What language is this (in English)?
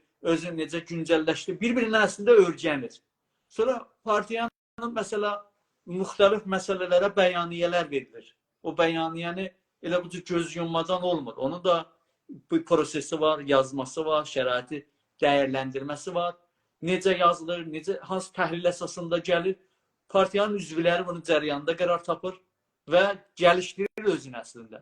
South Azerbaijani